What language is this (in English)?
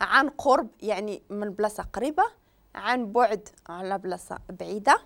Moroccan Arabic